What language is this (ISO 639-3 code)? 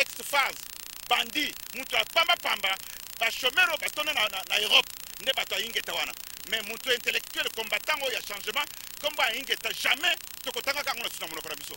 lin